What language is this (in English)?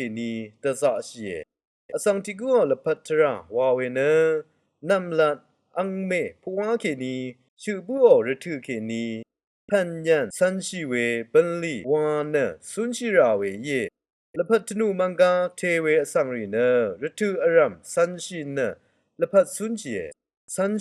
Rawang